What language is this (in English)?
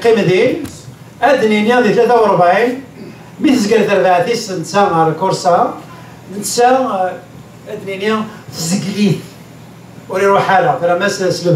Kabyle